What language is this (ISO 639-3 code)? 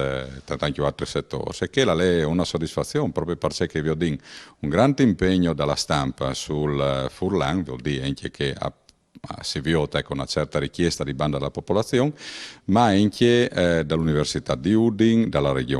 fur